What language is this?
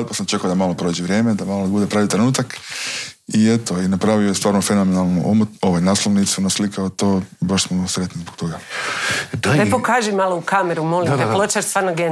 Croatian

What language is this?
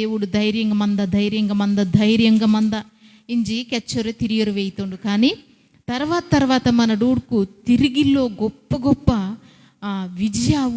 Koya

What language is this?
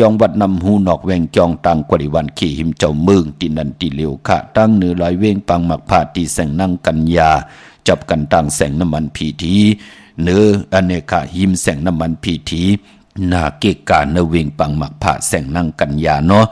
Shan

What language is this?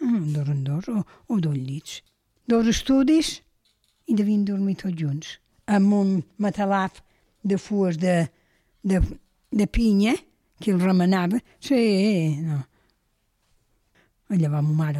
Catalan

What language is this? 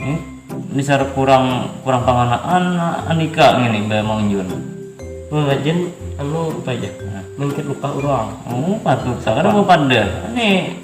Banjar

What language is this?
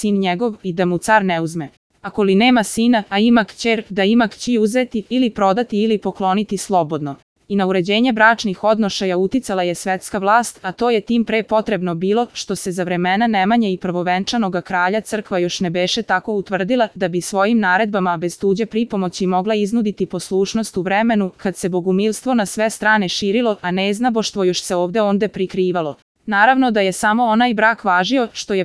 Serbian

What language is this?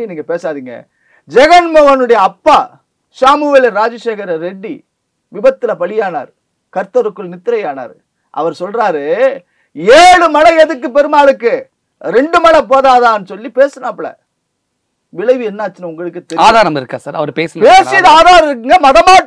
Tamil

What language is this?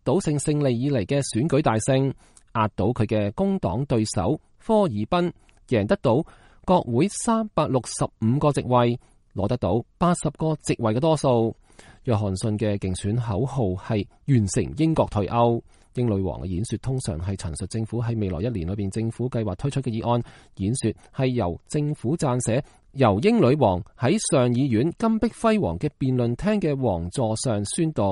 Cantonese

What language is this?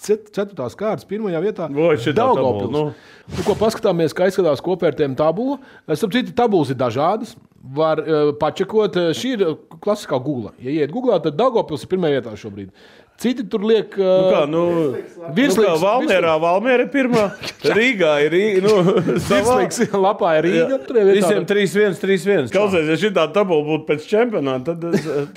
Latvian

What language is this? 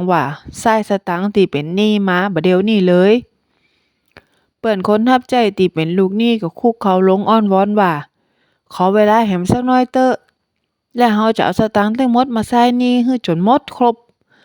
Northern Thai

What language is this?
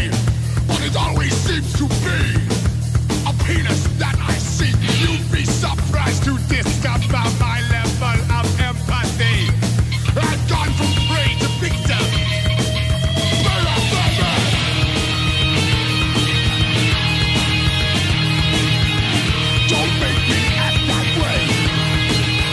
English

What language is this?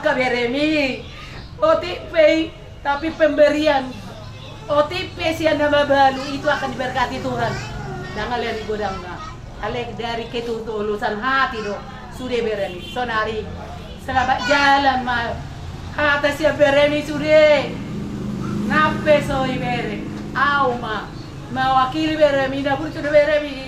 Batak Toba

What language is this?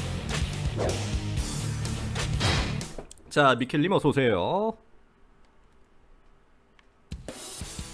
Korean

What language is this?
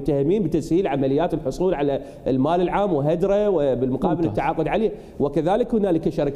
Mesopotamian Arabic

